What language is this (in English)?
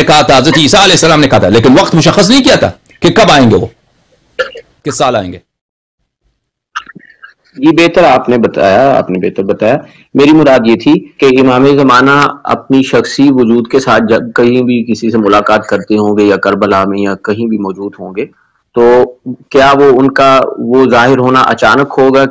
Urdu